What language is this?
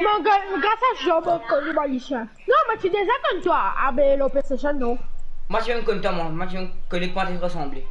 Morisyen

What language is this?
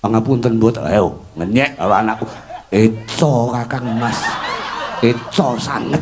Javanese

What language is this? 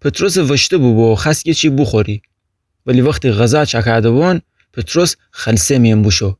Gilaki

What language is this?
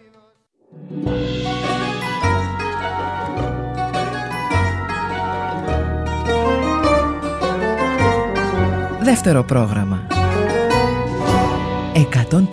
Greek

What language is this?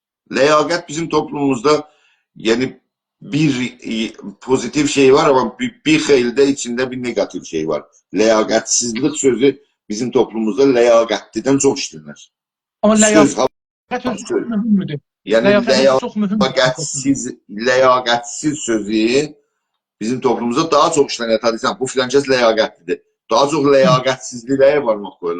South Azerbaijani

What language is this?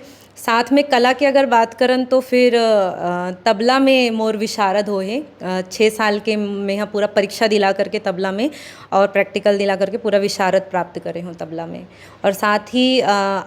Chhattisgarhi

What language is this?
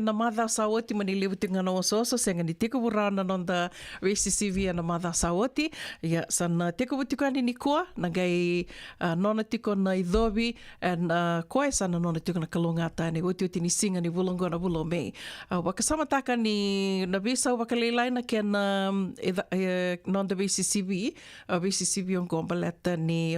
Fijian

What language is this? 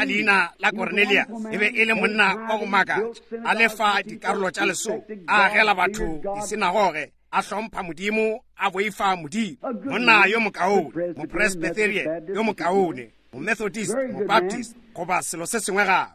Northern Sotho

